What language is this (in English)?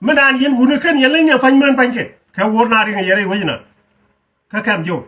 Nuer